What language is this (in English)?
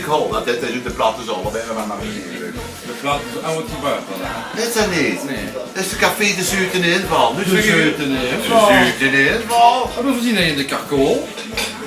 Limburgish